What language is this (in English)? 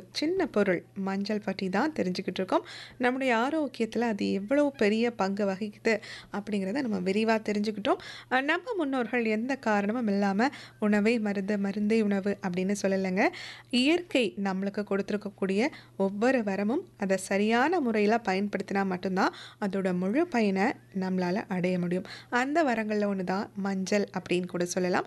Tamil